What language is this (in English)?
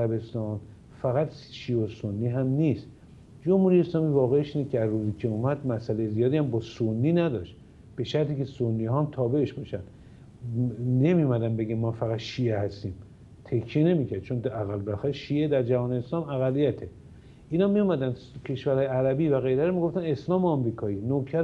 Persian